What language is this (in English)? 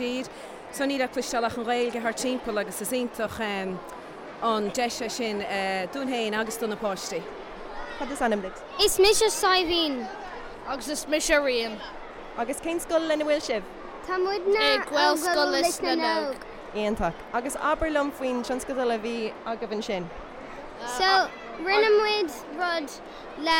Irish